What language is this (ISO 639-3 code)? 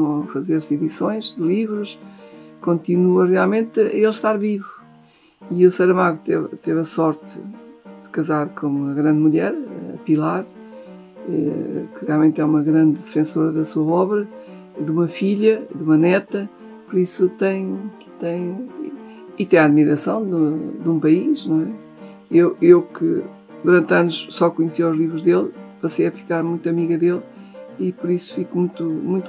por